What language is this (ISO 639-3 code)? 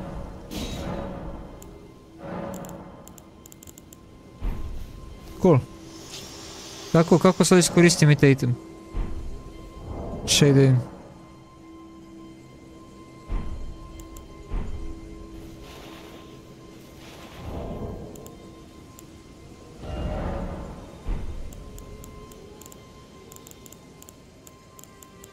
hrv